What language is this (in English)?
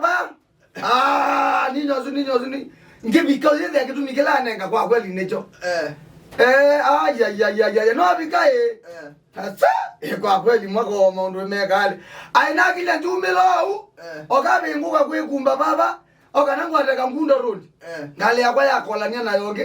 Kamba